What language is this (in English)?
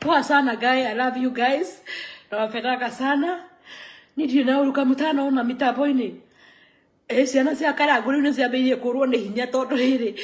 Kikuyu